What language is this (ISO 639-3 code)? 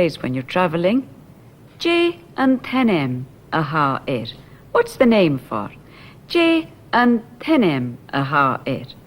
gla